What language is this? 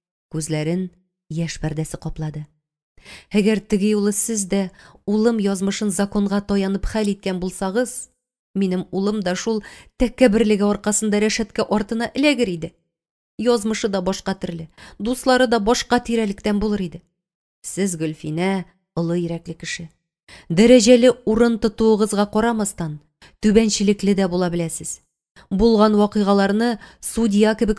Tatar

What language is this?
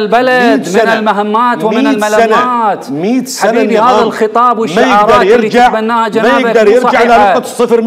Mesopotamian Arabic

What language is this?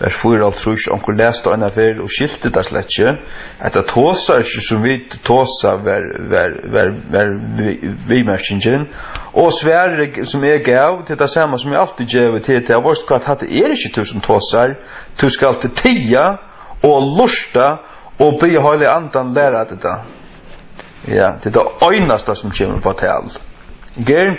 Faroese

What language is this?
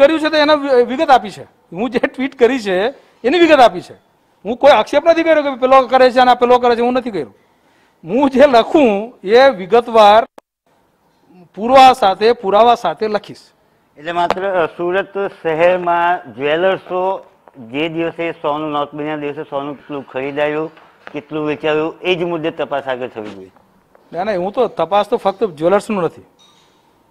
Gujarati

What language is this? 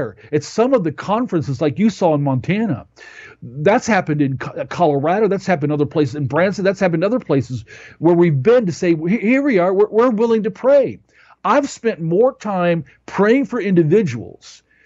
English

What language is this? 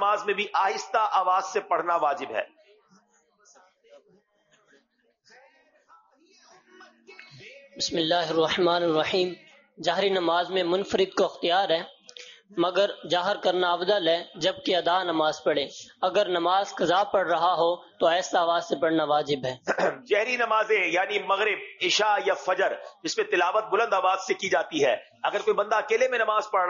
Urdu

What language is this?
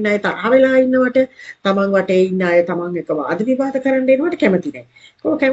Sinhala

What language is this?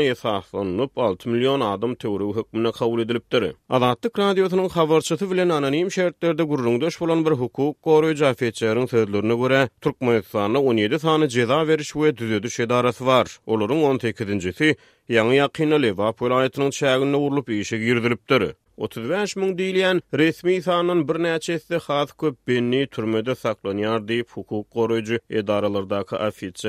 Turkmen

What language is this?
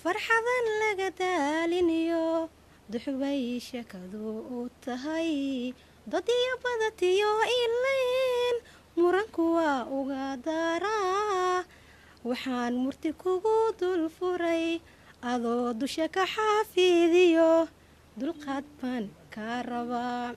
Somali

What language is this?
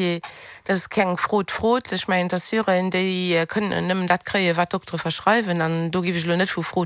Luxembourgish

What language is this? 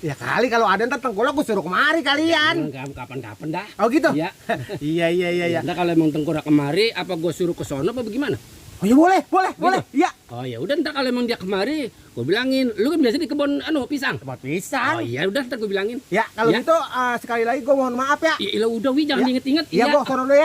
Betawi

